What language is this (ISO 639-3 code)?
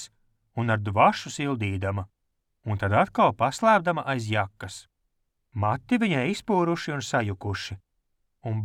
lav